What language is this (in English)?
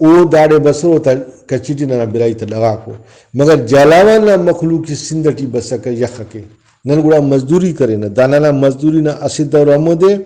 Brahui